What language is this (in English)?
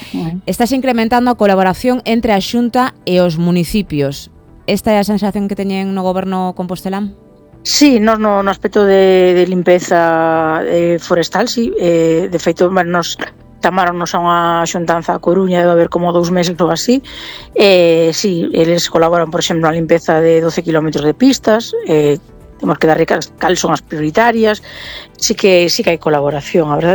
Galician